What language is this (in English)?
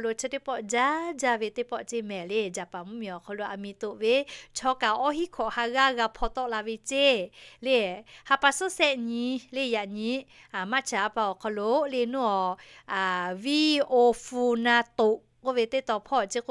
Lahu